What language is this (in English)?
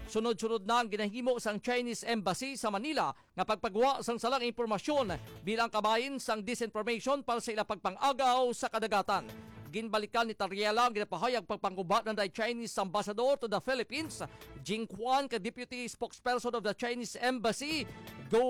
Hiligaynon